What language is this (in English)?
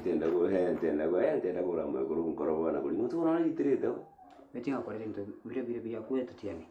Meru